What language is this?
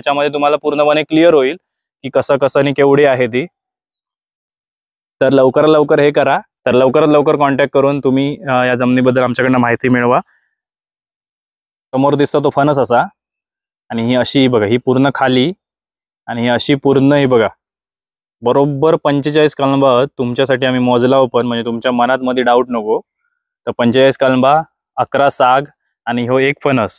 Marathi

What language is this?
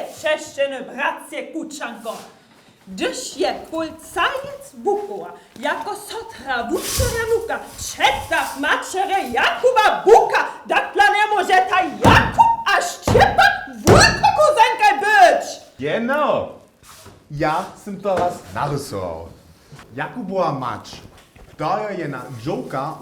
Upper Sorbian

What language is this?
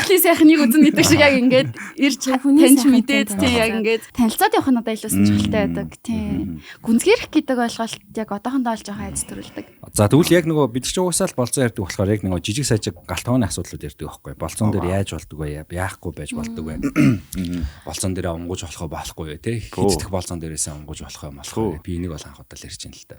Mongolian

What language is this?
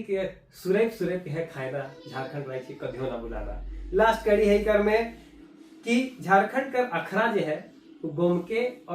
Sadri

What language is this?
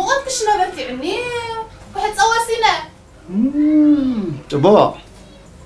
Tigrinya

